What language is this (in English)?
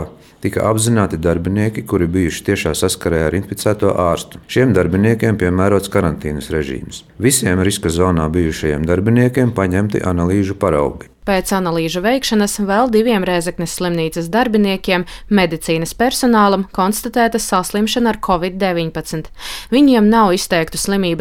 Latvian